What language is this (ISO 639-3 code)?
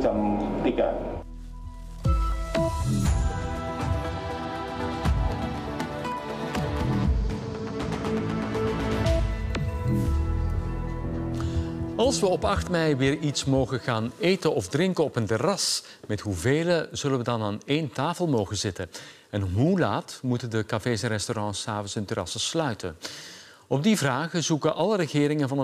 nld